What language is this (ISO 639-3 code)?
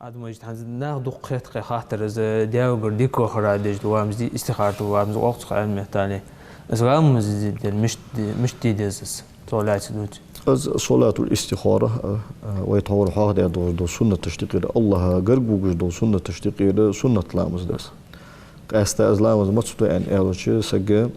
inh